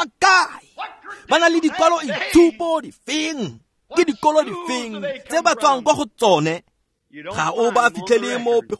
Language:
Tswana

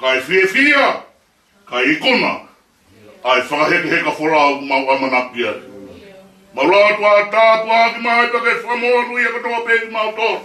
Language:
Tongan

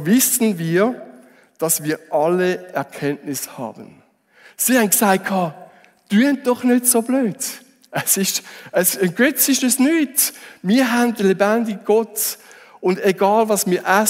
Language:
Swiss German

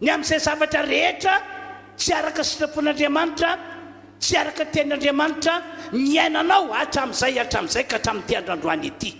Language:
Malagasy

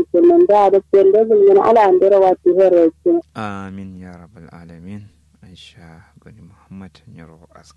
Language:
Kanuri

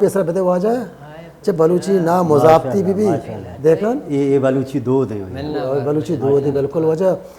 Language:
Baluchi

